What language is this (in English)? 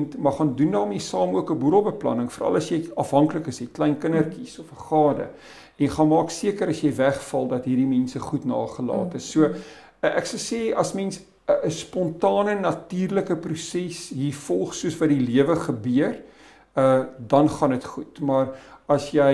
Afrikaans